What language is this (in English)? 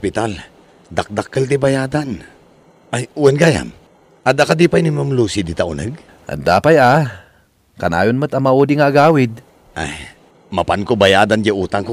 Iloko